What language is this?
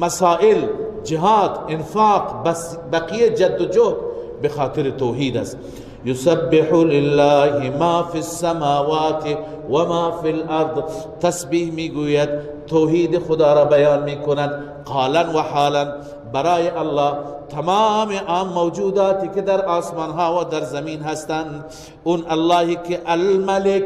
Persian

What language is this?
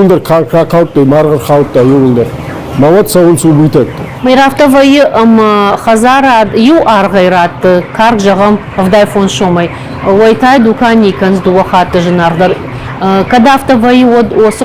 Ossetic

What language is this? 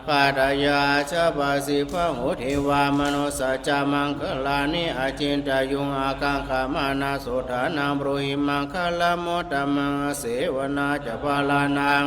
Pali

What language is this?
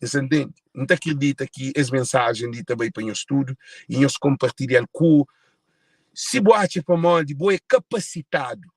Kabuverdianu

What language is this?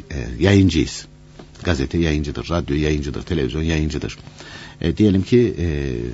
Turkish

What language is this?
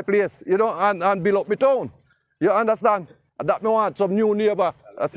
Jamaican Creole English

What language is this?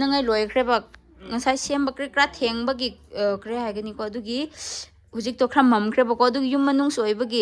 Manipuri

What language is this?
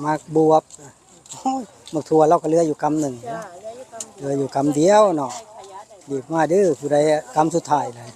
Northeastern Thai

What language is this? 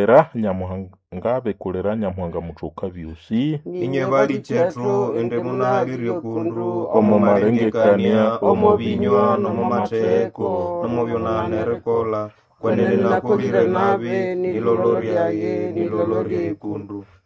Nande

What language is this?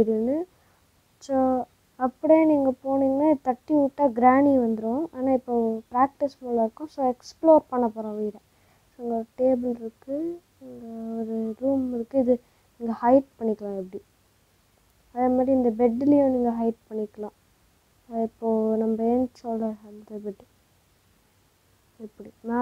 Tamil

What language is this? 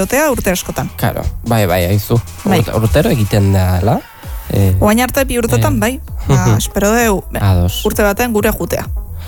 Basque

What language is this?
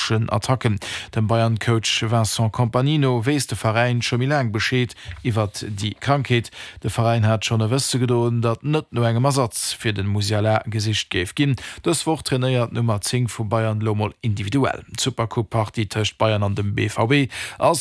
Luxembourgish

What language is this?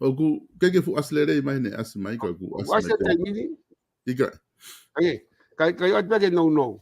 Tongan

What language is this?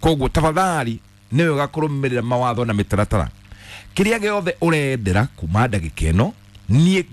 Kikuyu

